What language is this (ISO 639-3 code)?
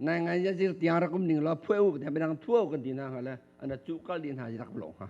cnh